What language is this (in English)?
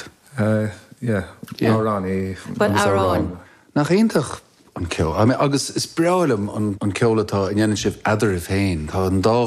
Irish